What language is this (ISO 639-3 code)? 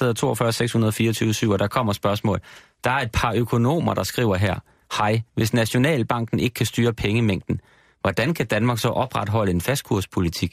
dan